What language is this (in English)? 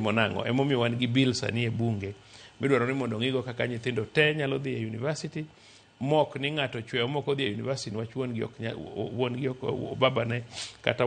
Luo (Kenya and Tanzania)